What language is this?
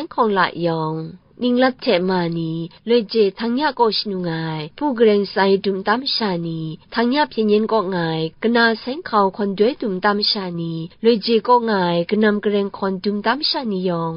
Kachin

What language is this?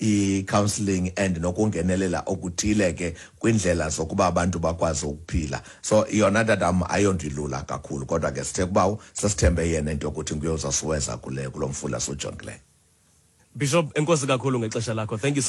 Xhosa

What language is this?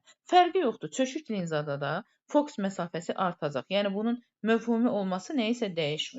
Azerbaijani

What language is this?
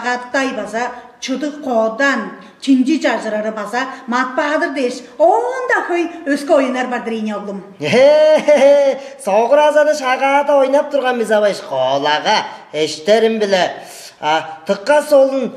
Tuvinian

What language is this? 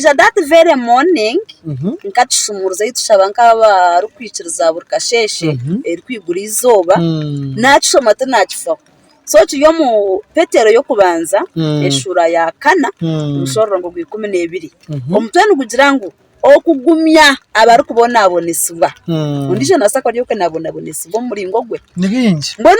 Nyankole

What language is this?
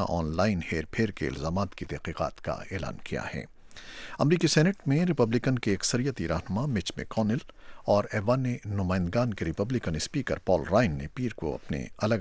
Urdu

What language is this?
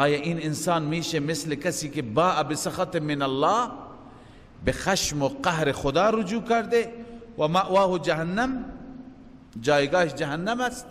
Persian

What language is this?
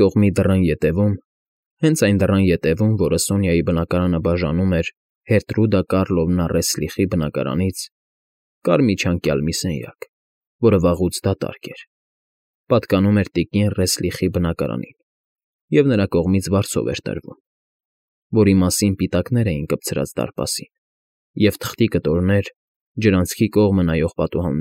Armenian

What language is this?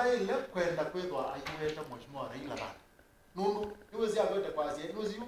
Kamba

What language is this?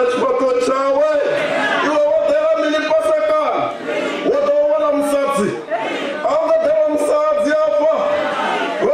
Venda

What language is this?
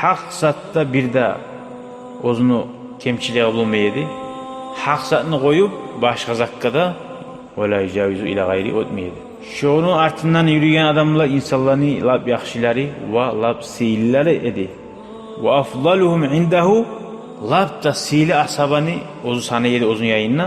Kumyk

